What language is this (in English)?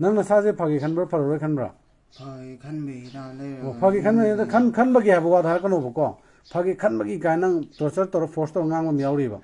Manipuri